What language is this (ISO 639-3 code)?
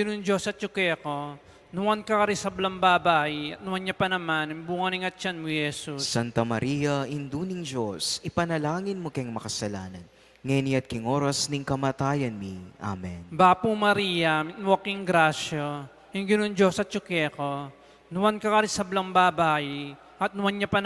pam